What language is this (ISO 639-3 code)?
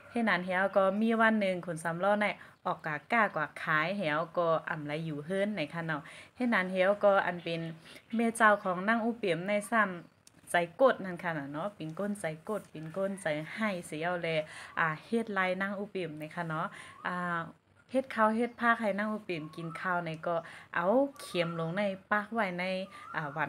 shn